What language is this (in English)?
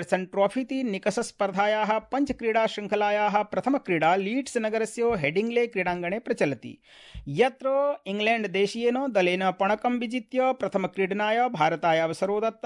Sanskrit